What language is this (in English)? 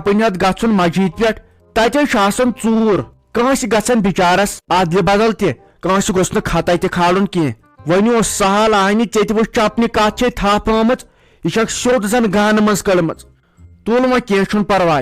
Kashmiri